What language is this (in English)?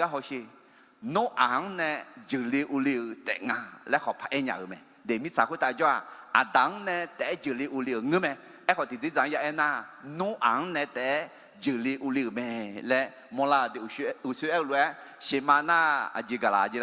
Akha